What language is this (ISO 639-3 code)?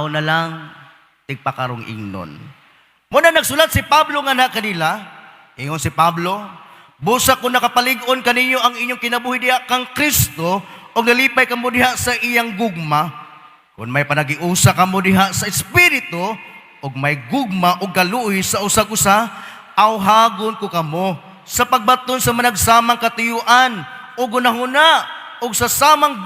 ceb